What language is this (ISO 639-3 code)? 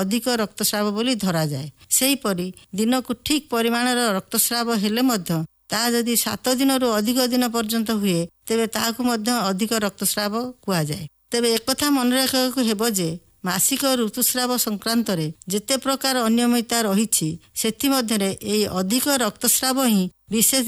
ori